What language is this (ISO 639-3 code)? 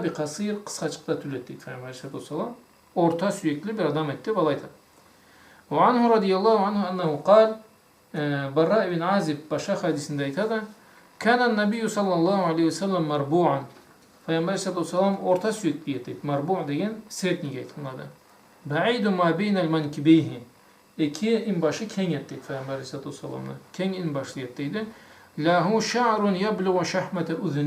krc